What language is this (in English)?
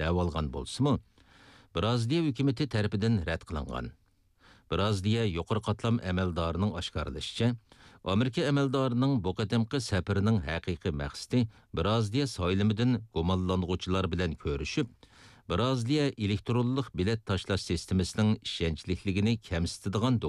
Uyghur